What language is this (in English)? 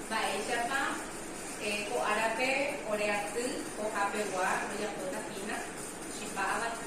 Guarani